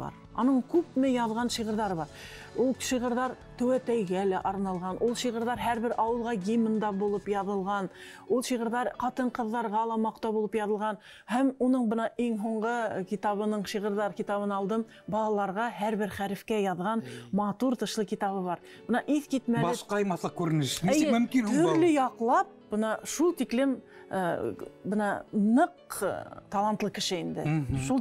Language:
Bashkir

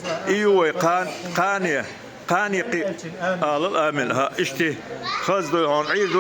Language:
Chechen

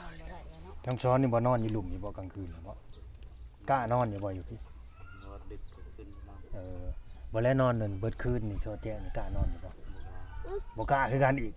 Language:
Lao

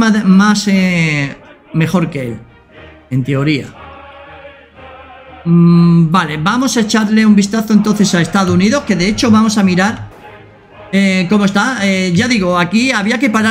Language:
Spanish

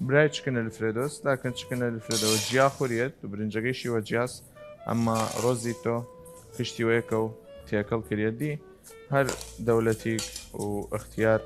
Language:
Southern Kurdish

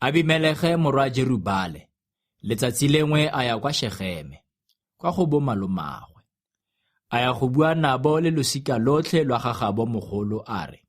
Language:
Tswana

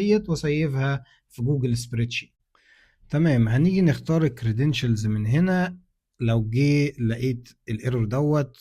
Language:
Egyptian Arabic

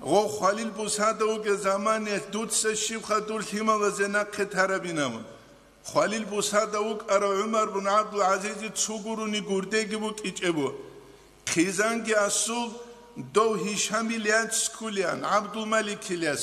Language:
Avaric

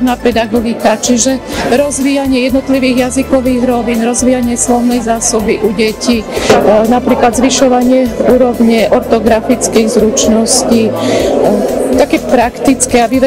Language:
Slovak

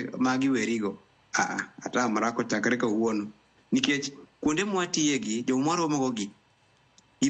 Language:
Luo (Kenya and Tanzania)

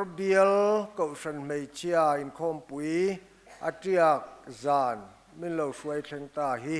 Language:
Mizo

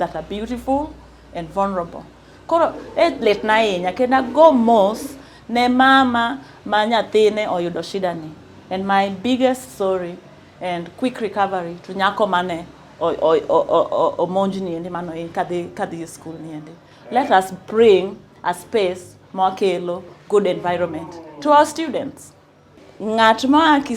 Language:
Luo (Kenya and Tanzania)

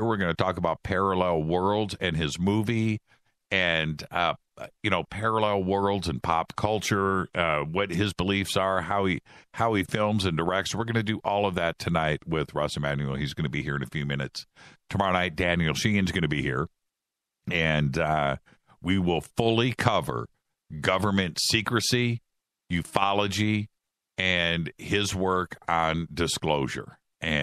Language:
English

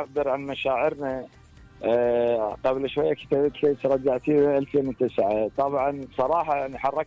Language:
Mesopotamian Arabic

